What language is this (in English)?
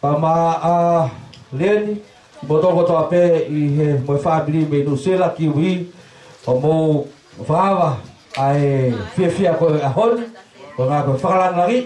Tongan